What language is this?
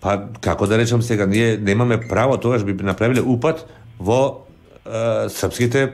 Macedonian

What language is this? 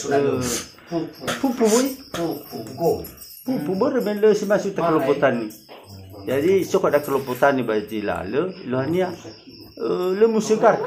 Nias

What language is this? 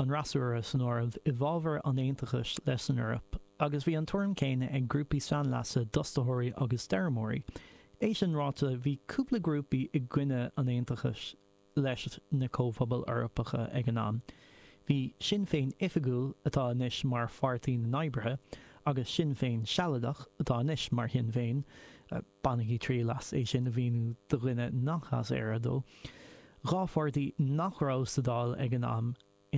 Irish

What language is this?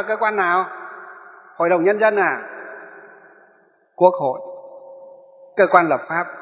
Vietnamese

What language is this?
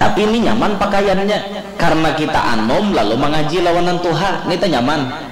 Banjar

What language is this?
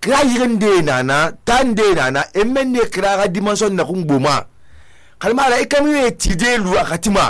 Susu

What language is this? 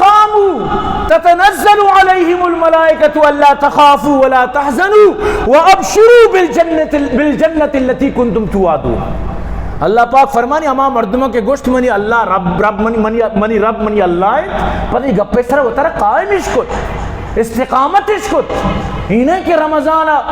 Eastern Balochi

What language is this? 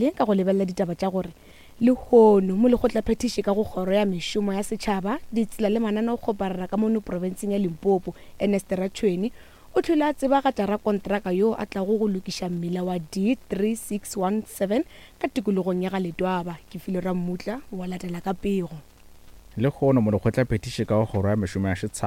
Northern Sotho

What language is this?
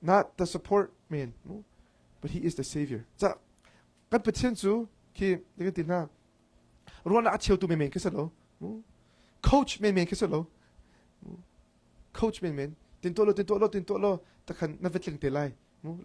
Hakha Chin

